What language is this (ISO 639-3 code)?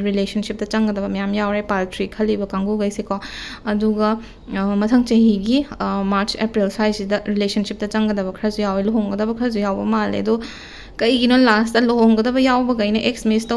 mni